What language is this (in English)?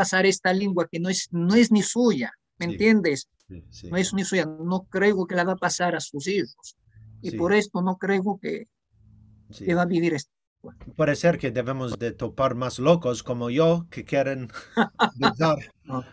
Ladino